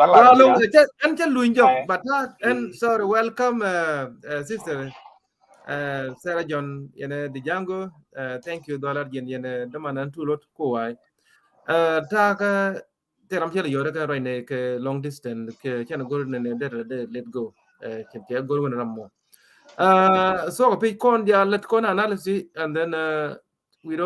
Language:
Nuer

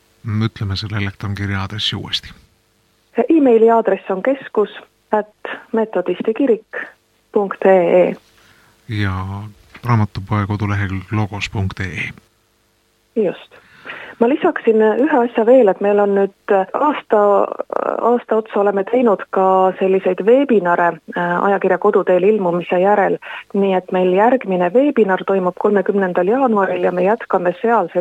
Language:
Estonian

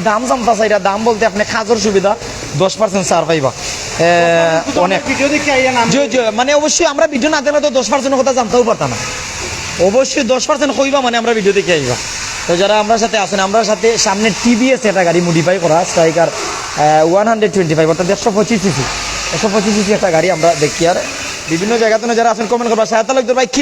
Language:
Sylheti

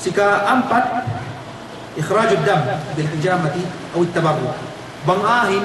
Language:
Yakan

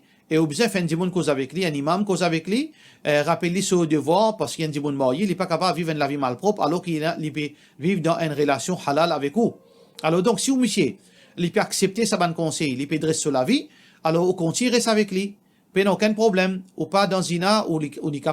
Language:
Morisyen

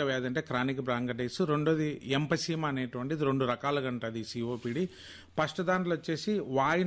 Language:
Telugu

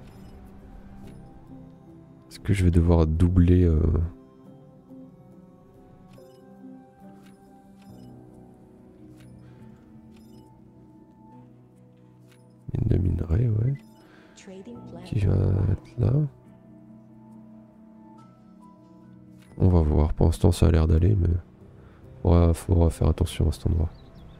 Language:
French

